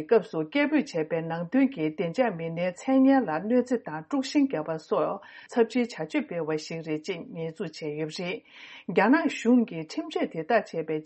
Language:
Tibetan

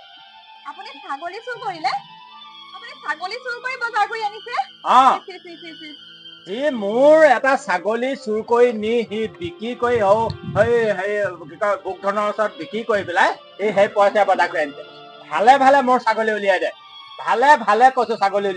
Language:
Assamese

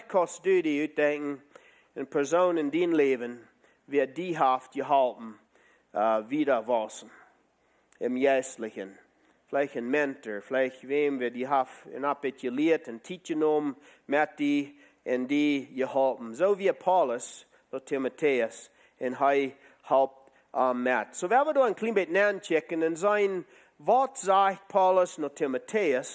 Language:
Plautdietsch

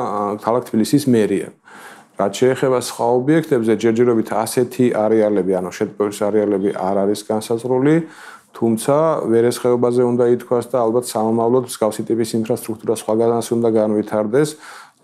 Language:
Georgian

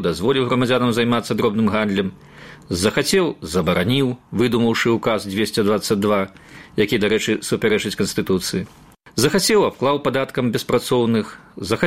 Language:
Belarusian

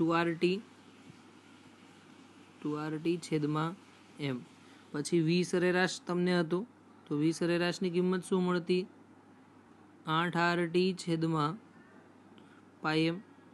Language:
Gujarati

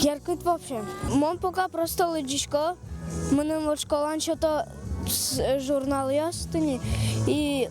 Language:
Udmurt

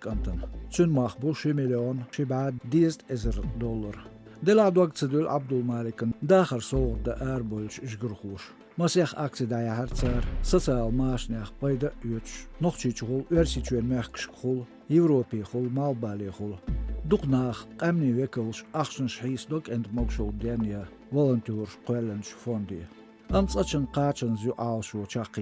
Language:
Chechen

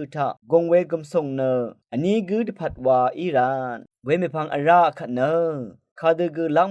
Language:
Rawang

